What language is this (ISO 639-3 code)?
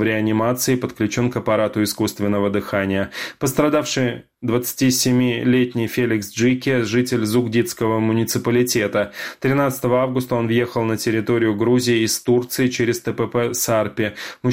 rus